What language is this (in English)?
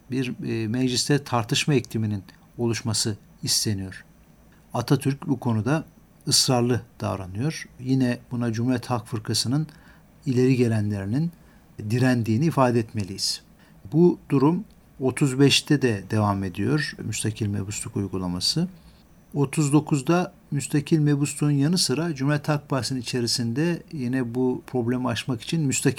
Turkish